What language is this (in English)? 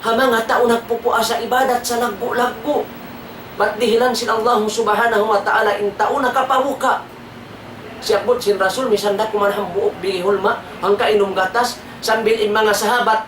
Tausug